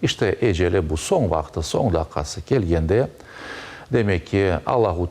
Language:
Crimean Tatar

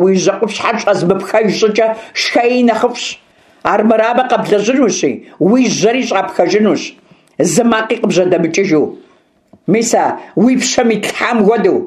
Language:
Kabardian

